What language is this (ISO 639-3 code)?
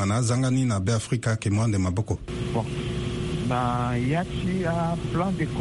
sag